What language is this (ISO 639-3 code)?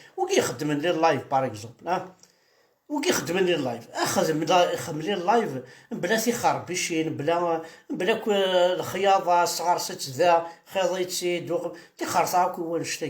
kab